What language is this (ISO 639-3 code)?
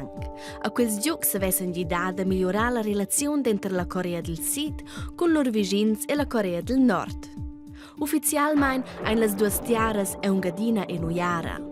roh